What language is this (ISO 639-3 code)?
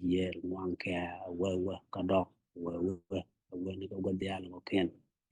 nus